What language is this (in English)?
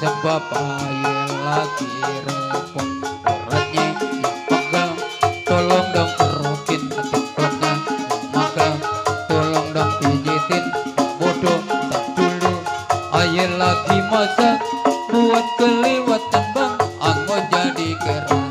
Betawi